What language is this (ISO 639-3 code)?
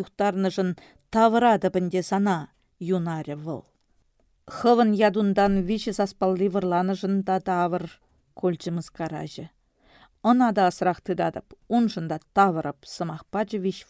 chv